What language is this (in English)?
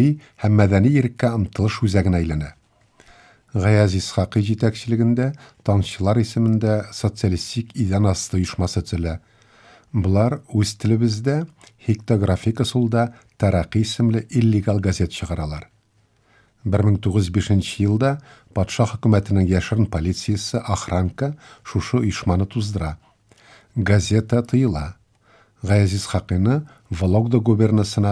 Tatar